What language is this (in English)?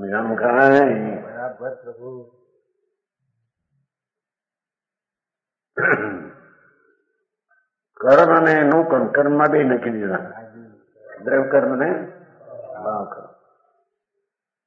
Gujarati